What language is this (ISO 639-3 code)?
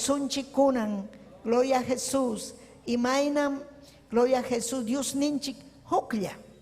quy